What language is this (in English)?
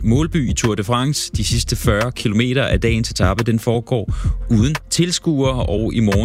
Danish